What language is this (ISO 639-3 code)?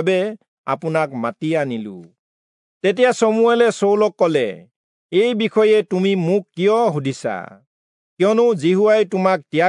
asm